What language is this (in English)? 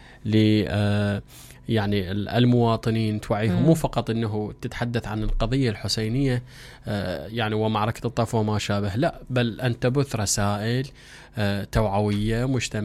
Mesopotamian Arabic